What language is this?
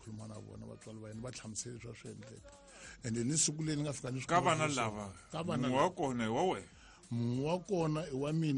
Tsonga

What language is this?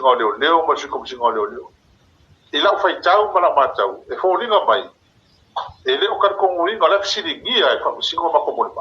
Samoan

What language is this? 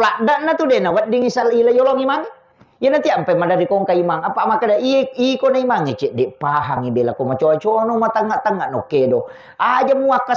Buginese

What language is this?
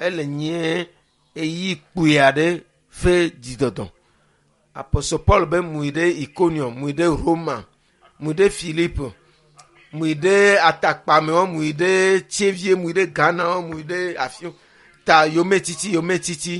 Ewe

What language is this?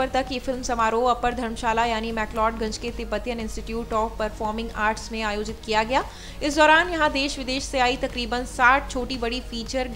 Hindi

